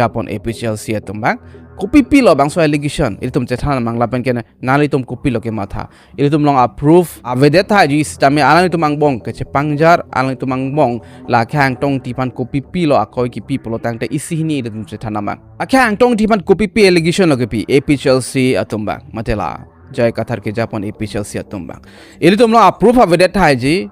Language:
Karbi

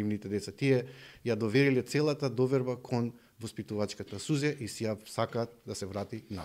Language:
Macedonian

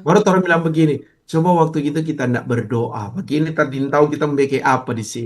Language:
Manado Malay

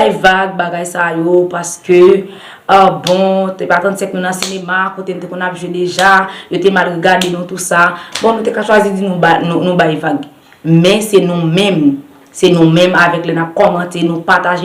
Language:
Haitian Creole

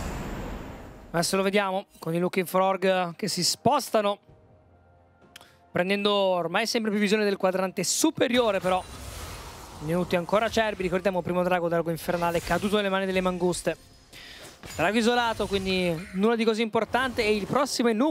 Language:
Italian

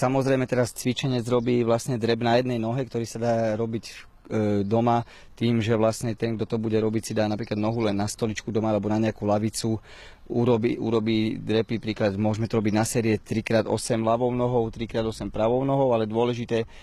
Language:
Slovak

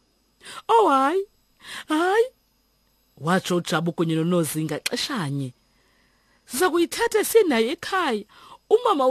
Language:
Xhosa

